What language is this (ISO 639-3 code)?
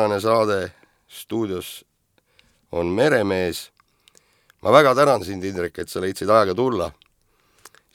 est